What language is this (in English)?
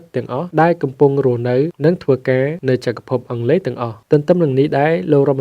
Khmer